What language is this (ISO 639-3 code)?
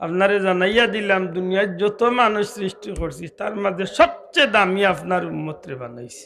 syl